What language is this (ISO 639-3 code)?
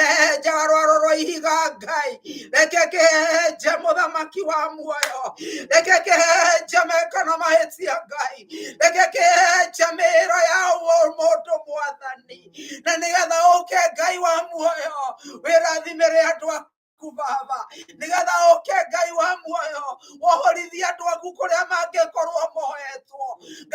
kik